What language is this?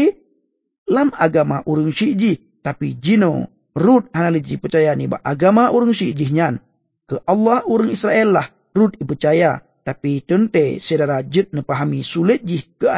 Achinese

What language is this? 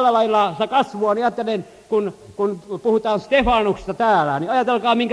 Finnish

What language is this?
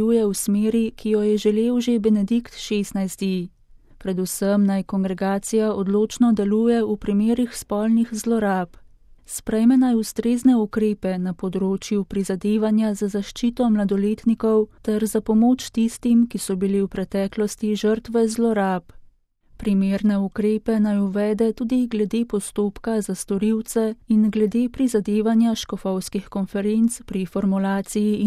Slovenian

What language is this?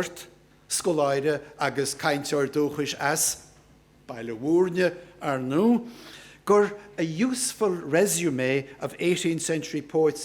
Irish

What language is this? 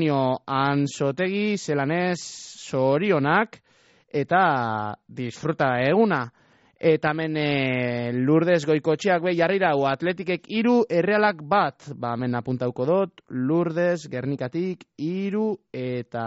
Basque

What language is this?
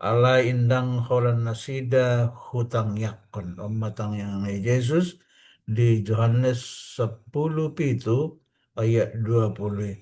Batak Toba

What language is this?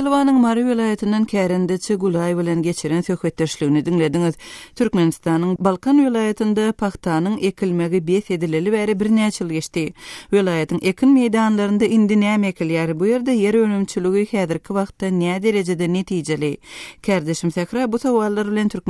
Turkmen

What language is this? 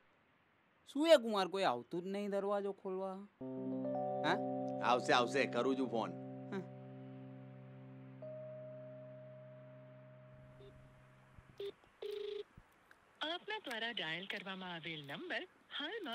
Gujarati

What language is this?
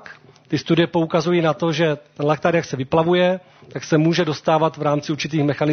Czech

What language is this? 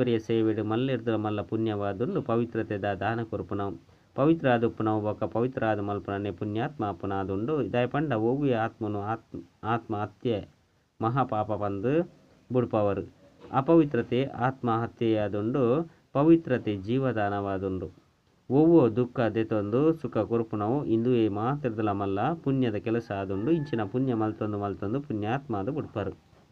Tulu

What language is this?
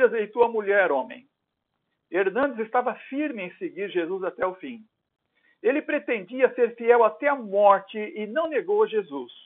Portuguese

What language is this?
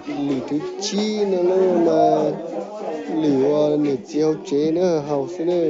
Hmong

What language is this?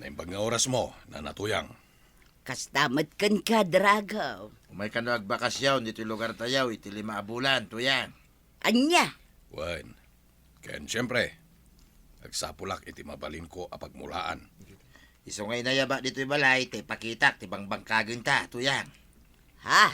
Iloko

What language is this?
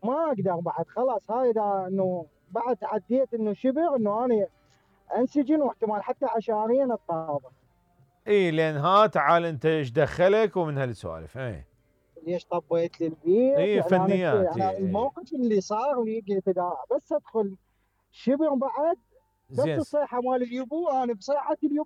Mesopotamian Arabic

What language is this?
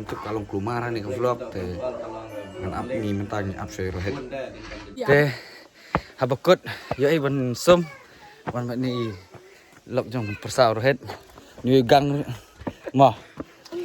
Khasi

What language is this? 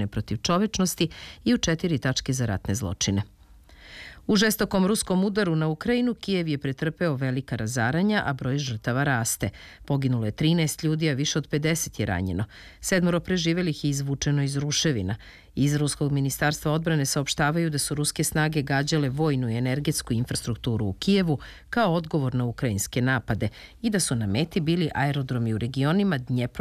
Serbian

